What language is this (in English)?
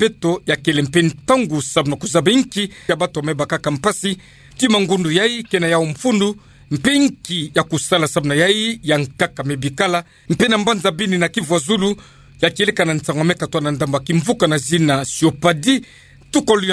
Kituba (Democratic Republic of Congo)